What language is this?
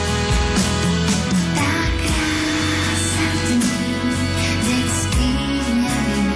Slovak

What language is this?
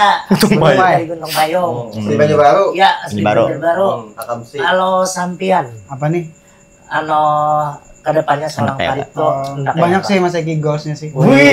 Banjar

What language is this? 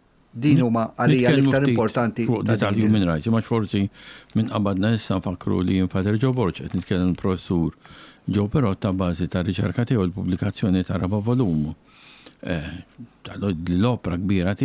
Maltese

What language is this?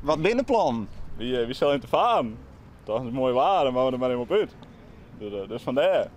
Western Frisian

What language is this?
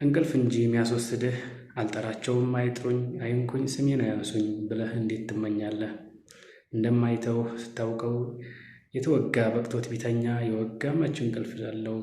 Amharic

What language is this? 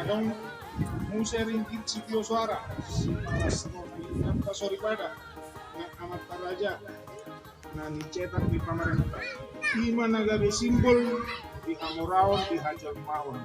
Batak Toba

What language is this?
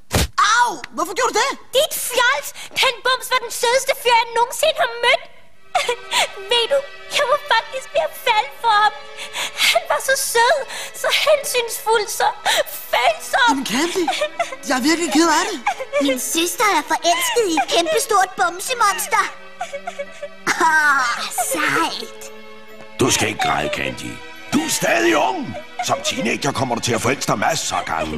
Danish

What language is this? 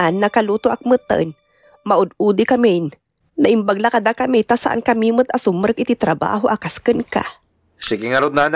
Iloko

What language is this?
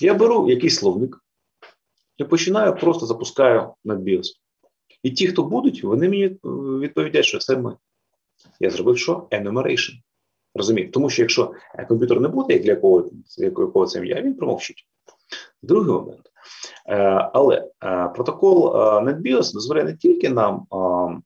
Ukrainian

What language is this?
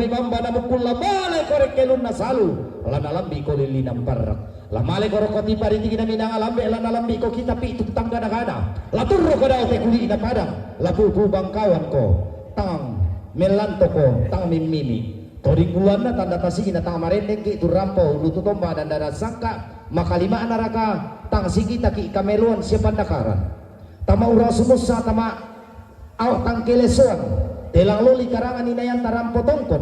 Toraja-Sa'dan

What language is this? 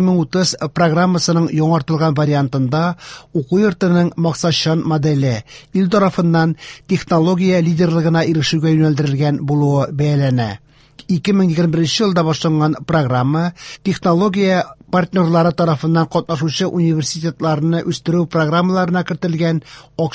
Tatar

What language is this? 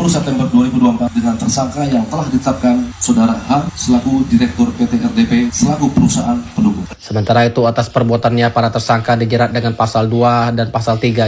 Indonesian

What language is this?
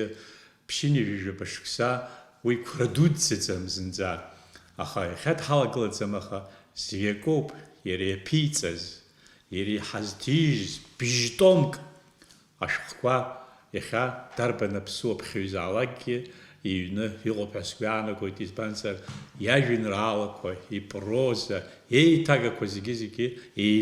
Abkhazian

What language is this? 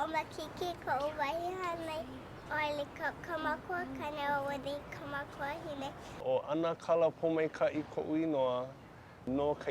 Hawaiian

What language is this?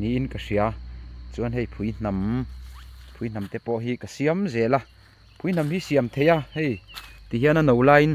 Mizo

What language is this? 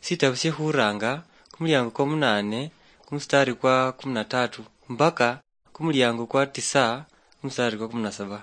Luyia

